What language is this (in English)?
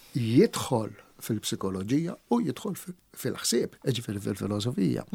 Maltese